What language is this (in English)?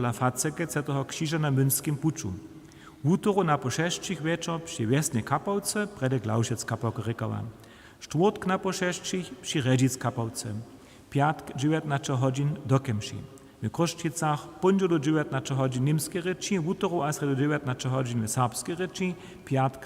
Upper Sorbian